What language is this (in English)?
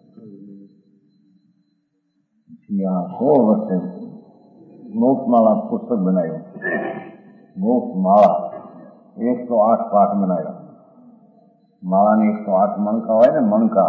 Gujarati